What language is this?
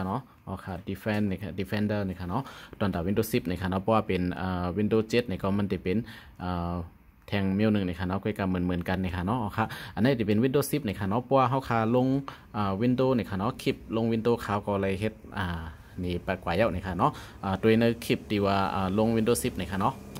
Shan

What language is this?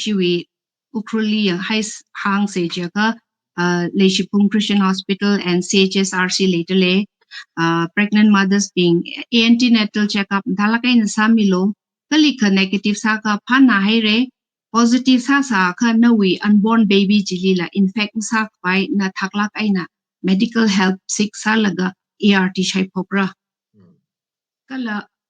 Tangkhul Naga (India)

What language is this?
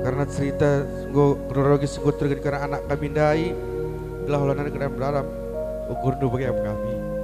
Batak Karo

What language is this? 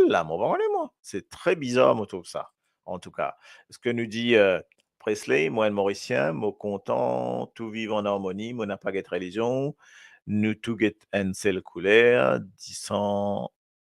Morisyen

